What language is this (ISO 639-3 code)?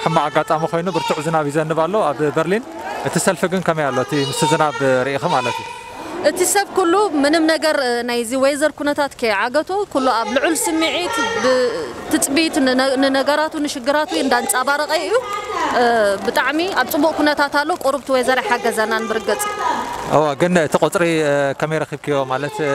tir